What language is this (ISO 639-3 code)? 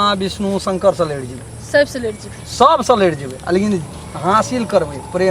mai